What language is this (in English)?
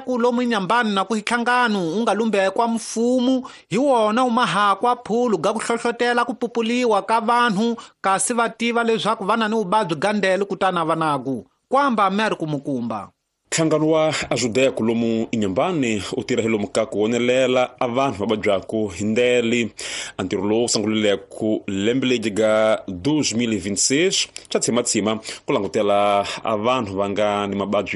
Tsonga